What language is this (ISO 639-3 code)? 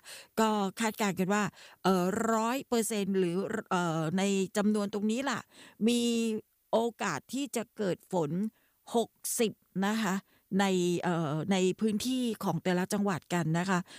tha